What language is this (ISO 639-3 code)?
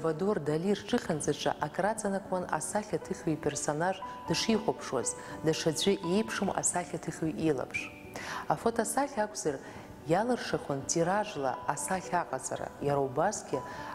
abk